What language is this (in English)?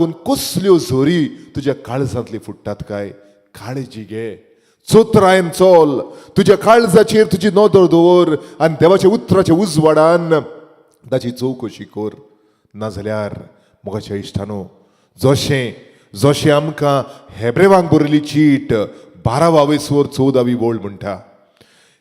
Konkani